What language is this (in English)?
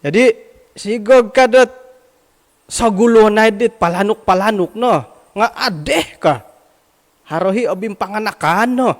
Central Dusun